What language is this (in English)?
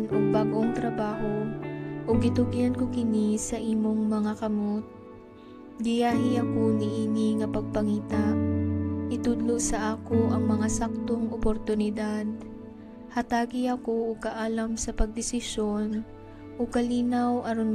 Cebuano